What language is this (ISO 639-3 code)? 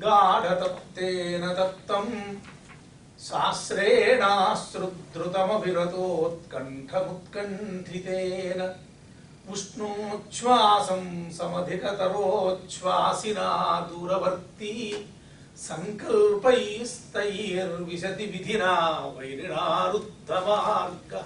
san